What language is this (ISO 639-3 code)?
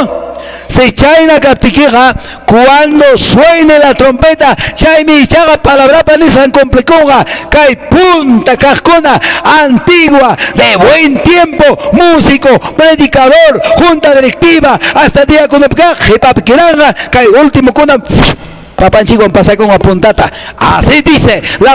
que